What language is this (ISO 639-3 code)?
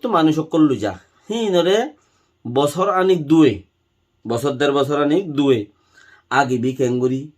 rhg